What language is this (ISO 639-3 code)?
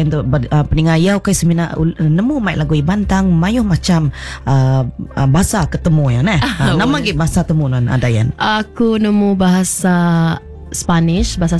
iba